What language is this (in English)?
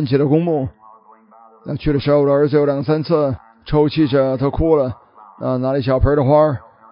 Chinese